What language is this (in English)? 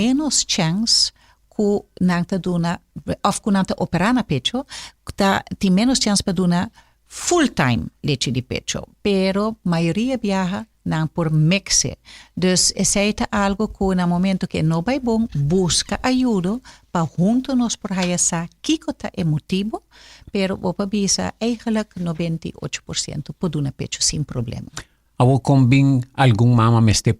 Papiamento